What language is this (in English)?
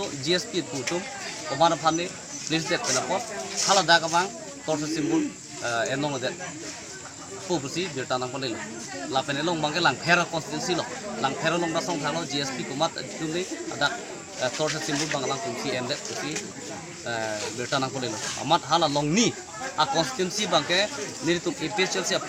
Karbi